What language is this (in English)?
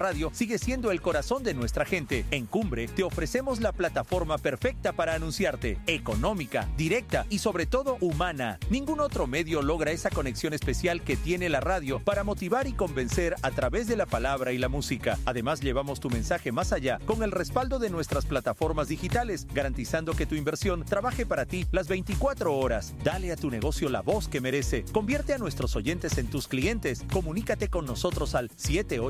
Spanish